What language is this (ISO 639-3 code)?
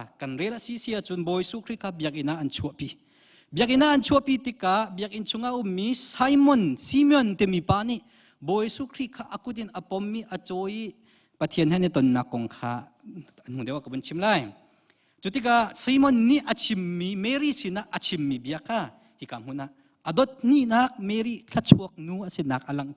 cnh